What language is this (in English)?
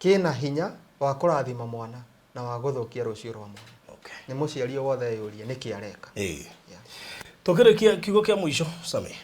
Kikuyu